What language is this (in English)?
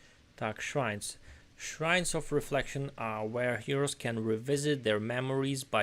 Rusyn